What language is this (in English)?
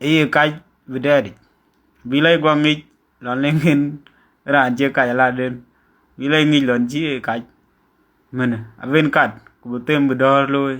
Dinka